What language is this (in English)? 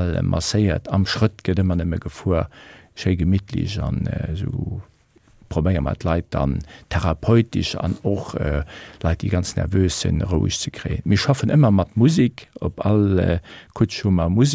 Luxembourgish